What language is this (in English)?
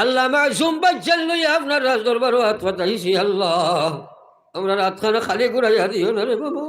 Sylheti